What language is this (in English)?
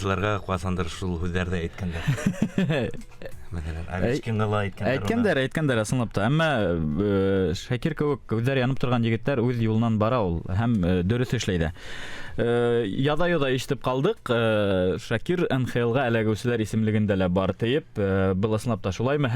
Bashkir